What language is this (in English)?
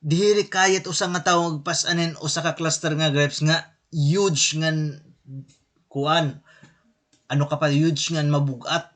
Waray